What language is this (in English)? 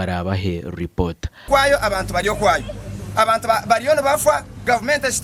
Nyankole